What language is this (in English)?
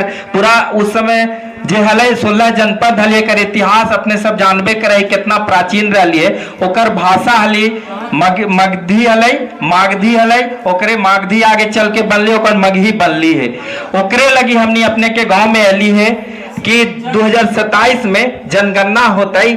Magahi